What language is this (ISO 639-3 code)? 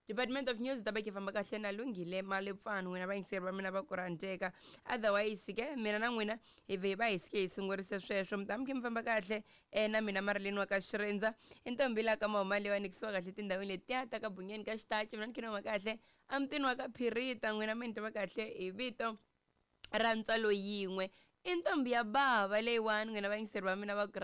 tso